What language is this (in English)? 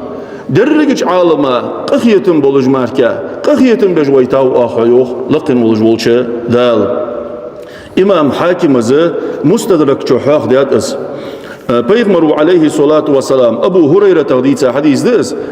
Ingush